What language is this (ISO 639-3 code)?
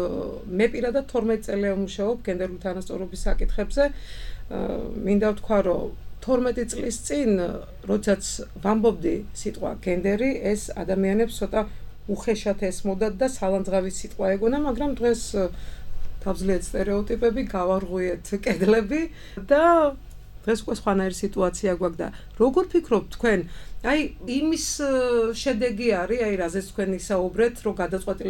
kat